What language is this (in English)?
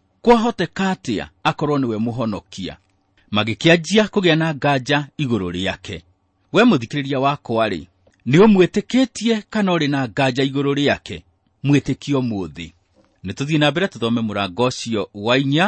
Kikuyu